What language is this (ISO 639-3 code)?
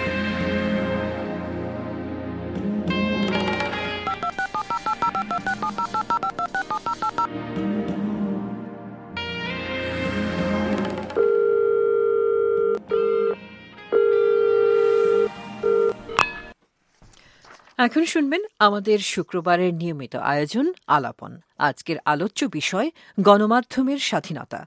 ben